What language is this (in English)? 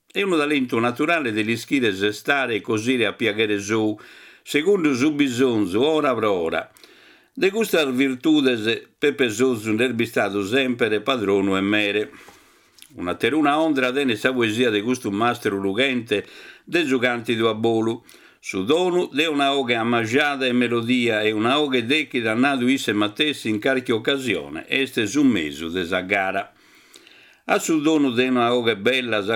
Sardinian